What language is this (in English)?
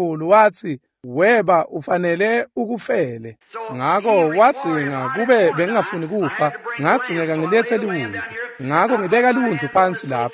Swati